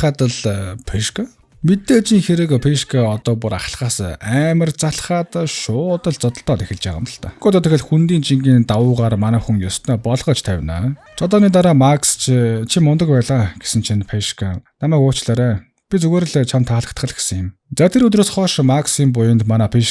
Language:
Mongolian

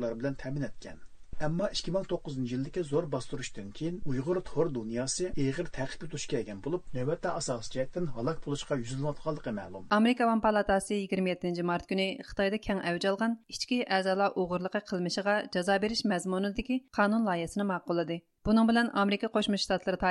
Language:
Uyghur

